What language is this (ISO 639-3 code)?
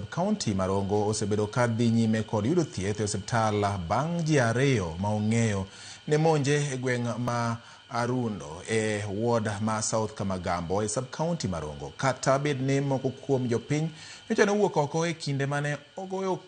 luo